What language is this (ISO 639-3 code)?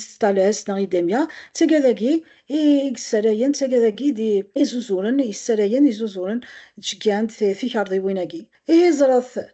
kab